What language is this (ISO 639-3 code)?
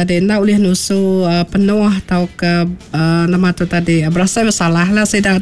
iba